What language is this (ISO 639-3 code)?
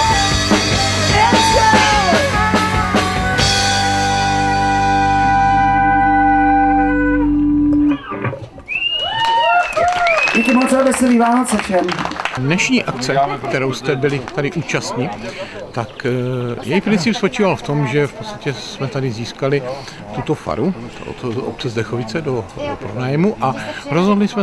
ces